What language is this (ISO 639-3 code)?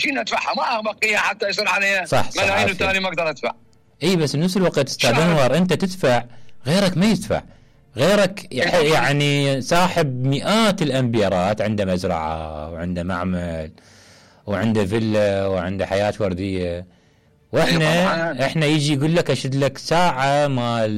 acm